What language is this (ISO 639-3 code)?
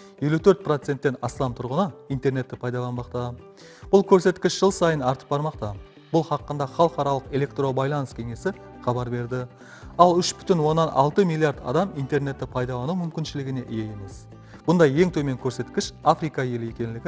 kaa